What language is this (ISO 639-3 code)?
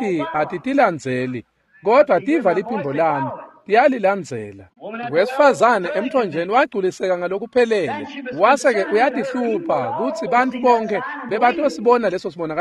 ssw